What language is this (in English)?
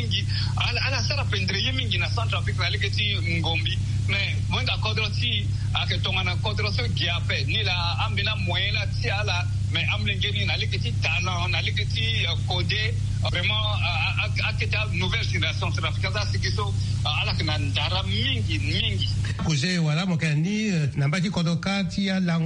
Sango